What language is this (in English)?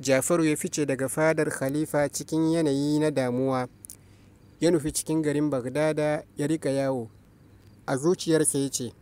Hausa